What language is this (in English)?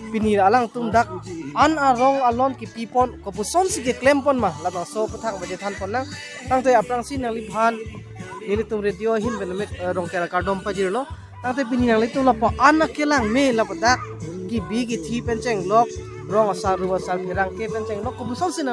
Karbi